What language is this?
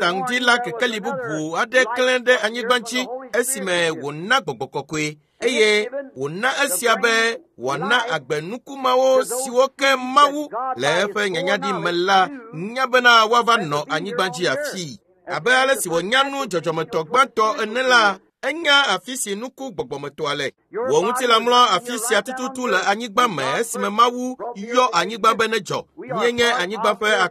Ewe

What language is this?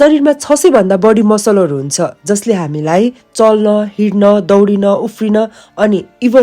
Nepali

